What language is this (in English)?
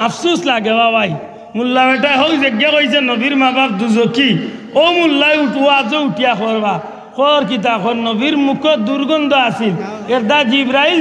Sylheti